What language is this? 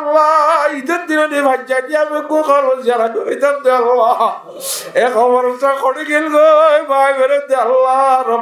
Rohingya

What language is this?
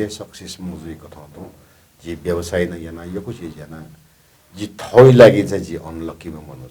Newari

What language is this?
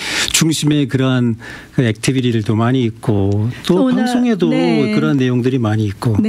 Korean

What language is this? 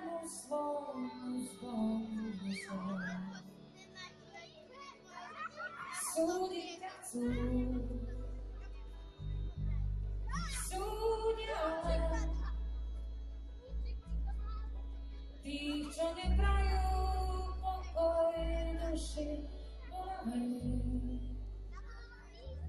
Slovak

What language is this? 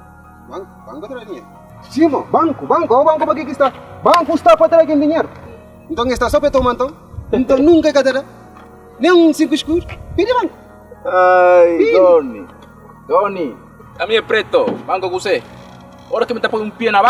Kabuverdianu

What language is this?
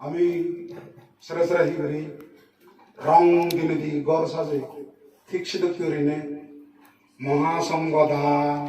Chakma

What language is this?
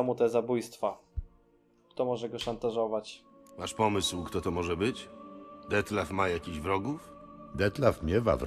Polish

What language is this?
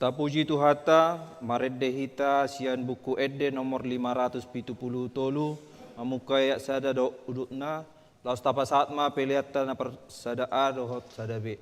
Batak Toba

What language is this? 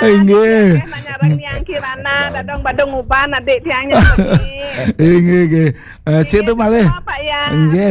Balinese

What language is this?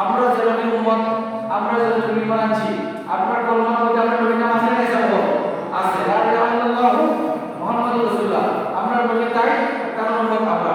Sylheti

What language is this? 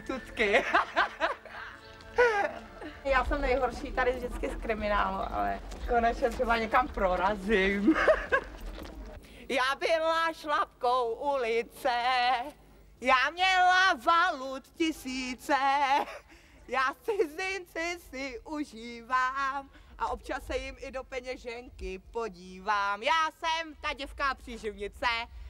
Czech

